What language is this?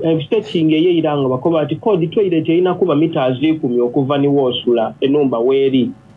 Soga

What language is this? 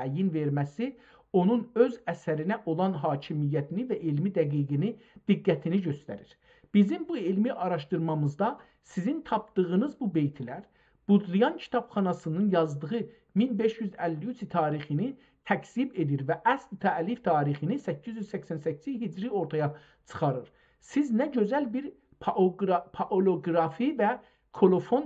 South Azerbaijani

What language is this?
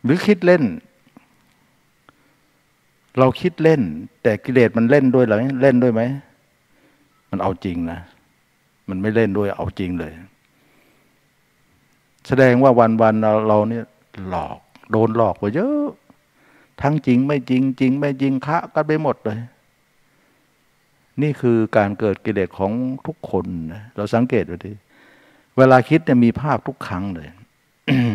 Thai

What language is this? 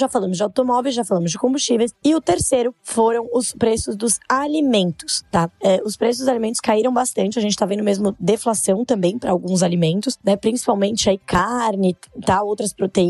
Portuguese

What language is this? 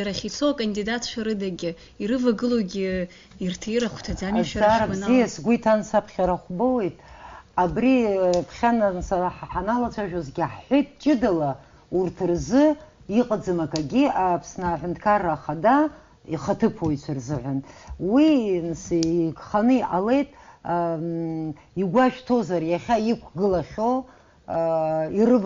Abkhazian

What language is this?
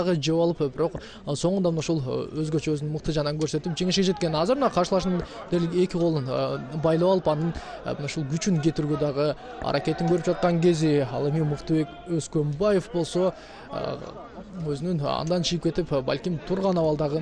Kyrgyz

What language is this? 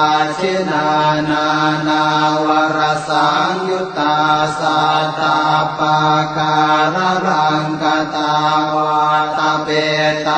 Pali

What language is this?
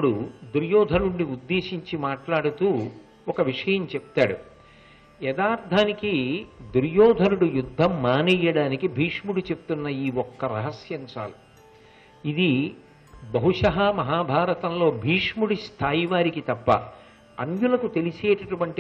Telugu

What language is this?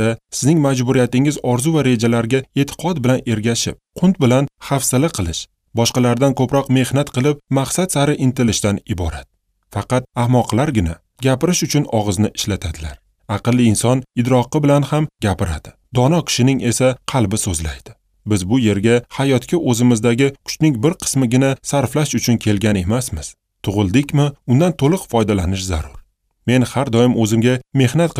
Uzbek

